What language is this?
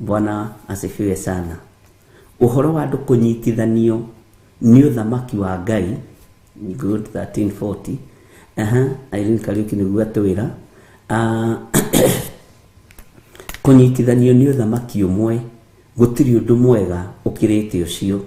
Kikuyu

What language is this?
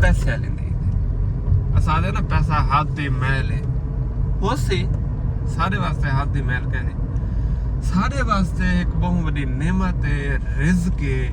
Saraiki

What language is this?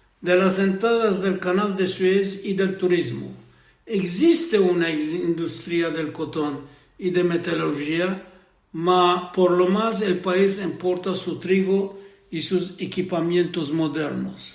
Ladino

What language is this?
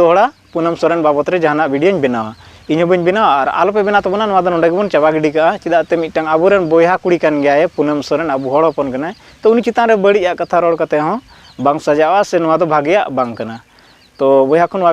Santali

